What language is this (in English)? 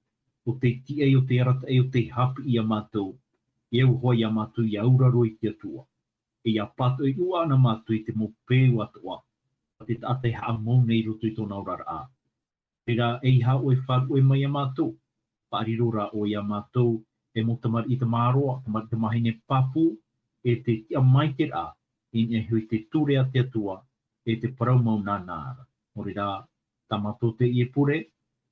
Tahitian